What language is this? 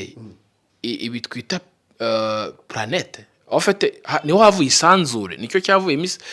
Kinyarwanda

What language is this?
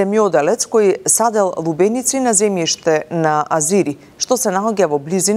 Macedonian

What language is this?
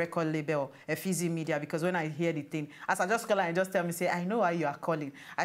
Nigerian Pidgin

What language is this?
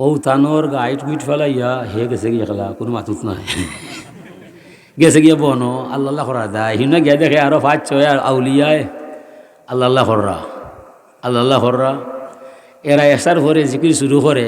Sylheti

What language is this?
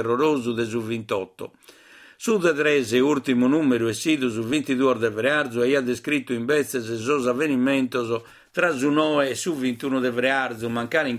Sardinian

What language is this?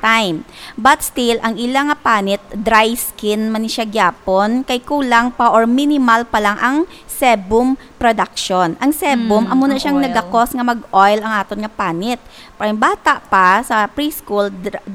Hiligaynon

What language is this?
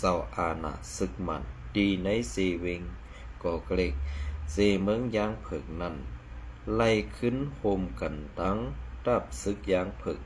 Shan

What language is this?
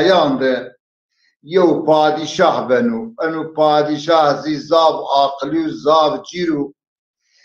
Zaza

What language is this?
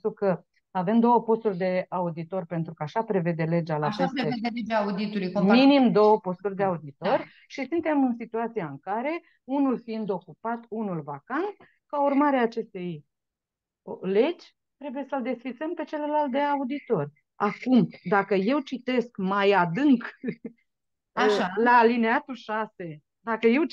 Romanian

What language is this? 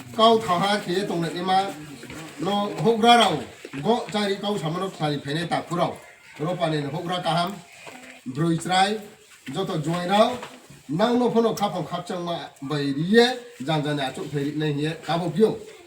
Riang (India)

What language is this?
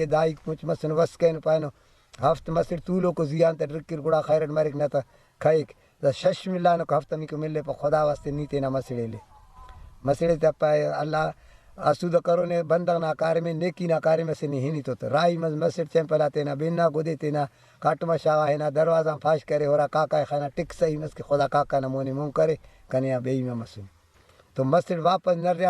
Brahui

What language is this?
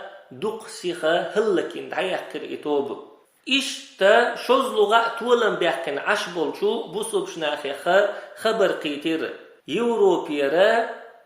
Chechen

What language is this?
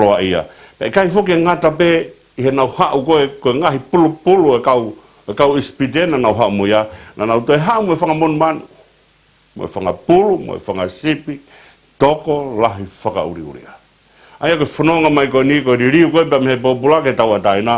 Tongan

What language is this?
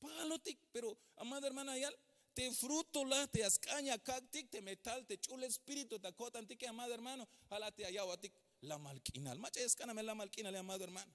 Tzeltal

